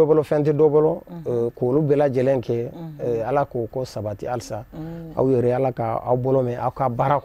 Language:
Bambara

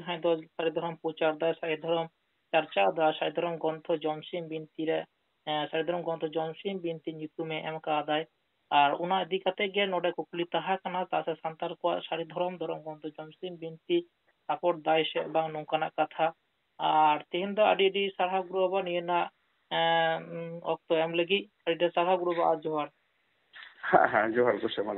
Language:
Santali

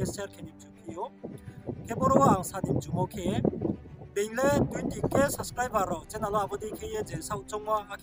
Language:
Riang (India)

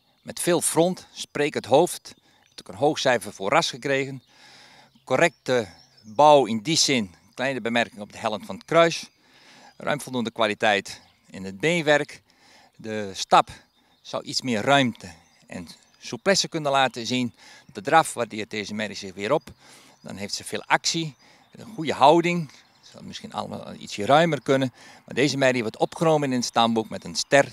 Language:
Dutch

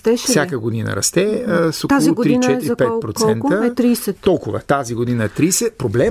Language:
Bulgarian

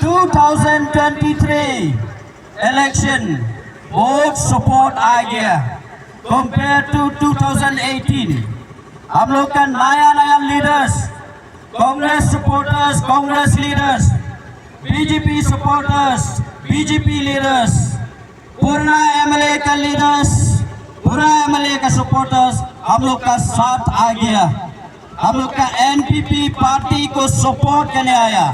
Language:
Khasi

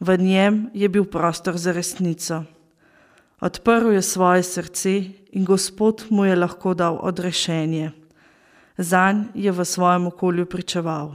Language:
Slovenian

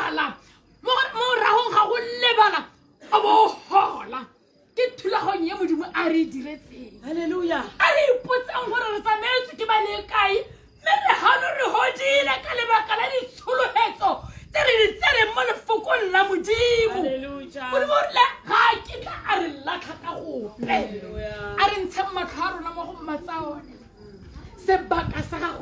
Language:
Tswana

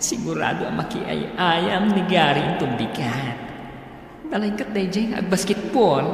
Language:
Iloko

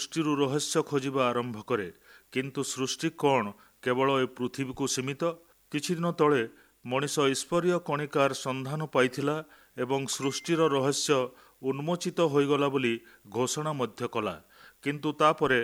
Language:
Odia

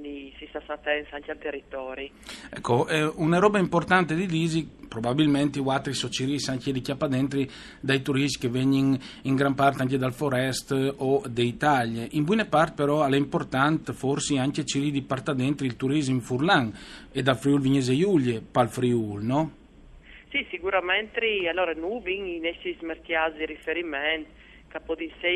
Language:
Friulian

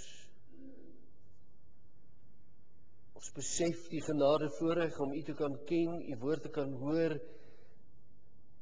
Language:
Afrikaans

